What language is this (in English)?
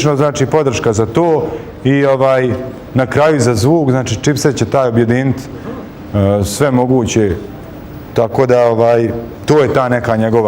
Bosnian